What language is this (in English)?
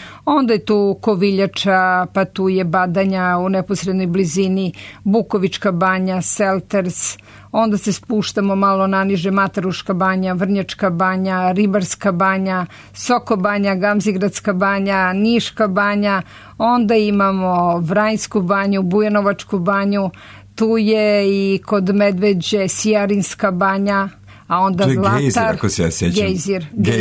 Serbian